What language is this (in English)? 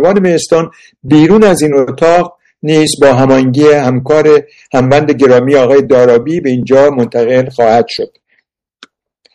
Persian